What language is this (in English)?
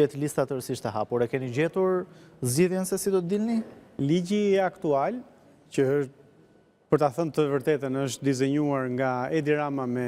Albanian